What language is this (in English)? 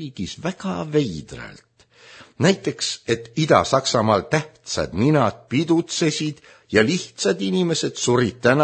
Estonian